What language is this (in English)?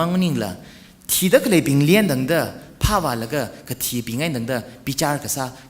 Tangkhul Naga (India)